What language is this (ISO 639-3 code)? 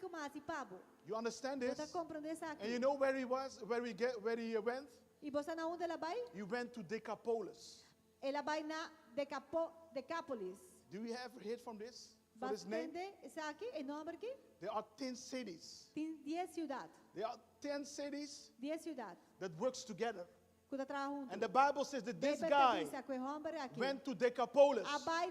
pap